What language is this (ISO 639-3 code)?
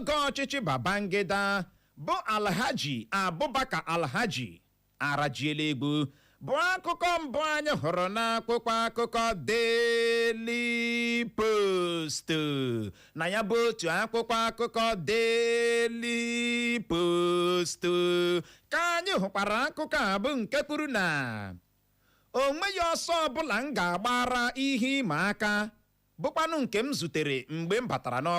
ibo